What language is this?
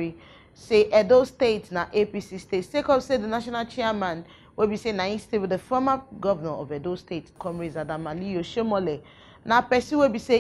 Nigerian Pidgin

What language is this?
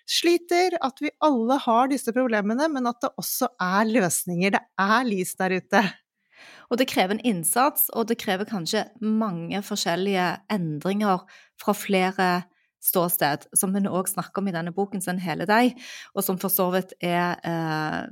Norwegian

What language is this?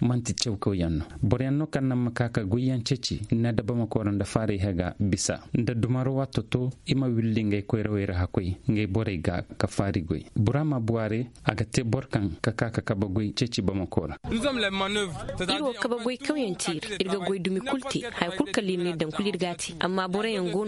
Koyraboro Senni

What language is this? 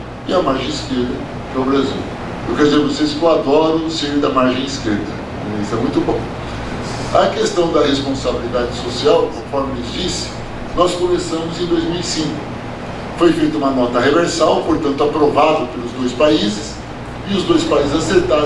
Portuguese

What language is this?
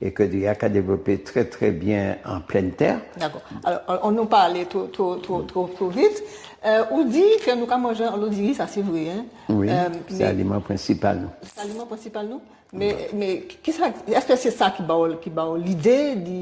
Guadeloupean Creole French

